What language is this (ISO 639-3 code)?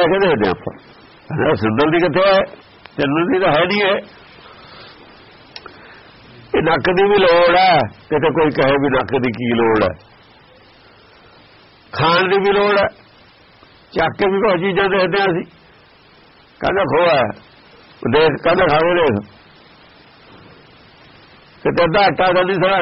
pan